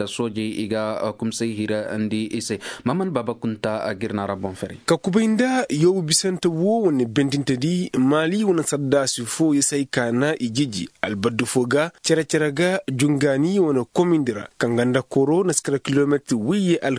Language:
Koyraboro Senni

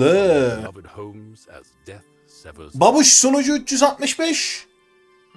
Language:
Turkish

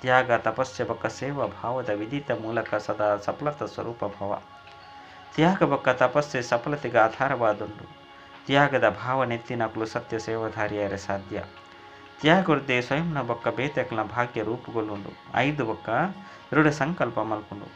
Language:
Tulu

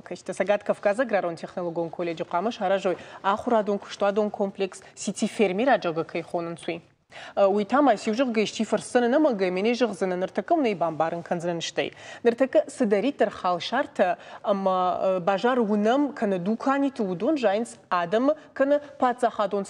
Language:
Ossetic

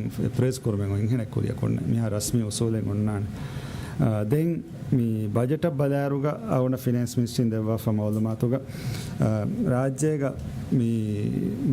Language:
Divehi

